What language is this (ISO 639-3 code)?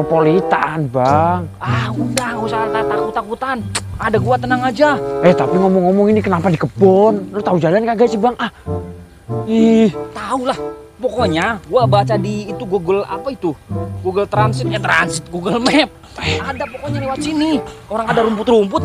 bew